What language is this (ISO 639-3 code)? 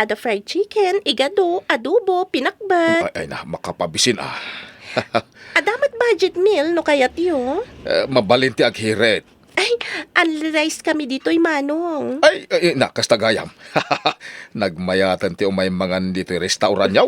ilo